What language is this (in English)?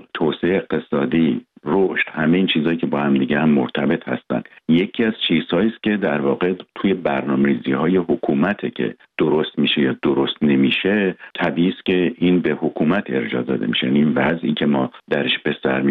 Persian